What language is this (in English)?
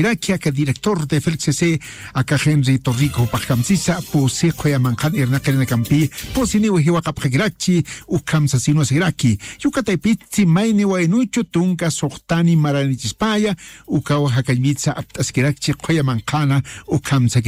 Aymara